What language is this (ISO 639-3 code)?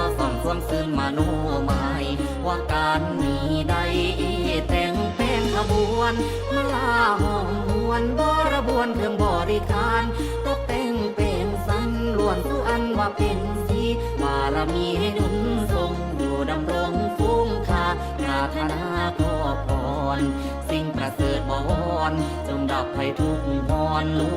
lao